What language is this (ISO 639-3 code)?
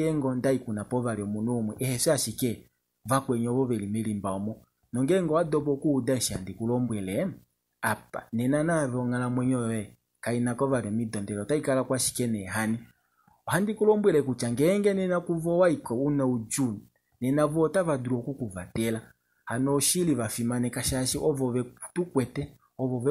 kua